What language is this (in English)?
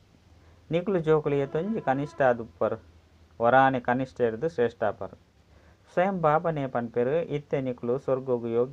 Tulu